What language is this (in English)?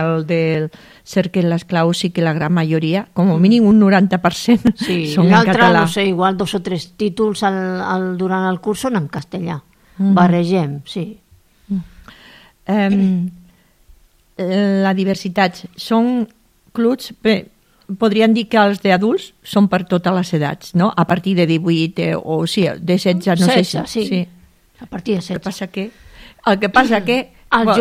Catalan